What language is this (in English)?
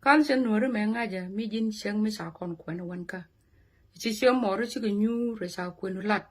Nuer